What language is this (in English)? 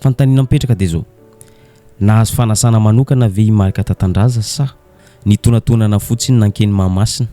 Malagasy